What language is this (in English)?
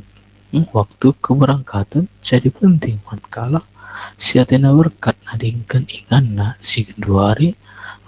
Batak Karo